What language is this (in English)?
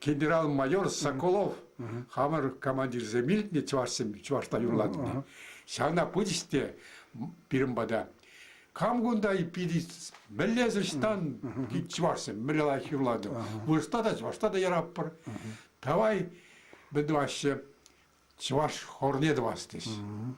Chuvash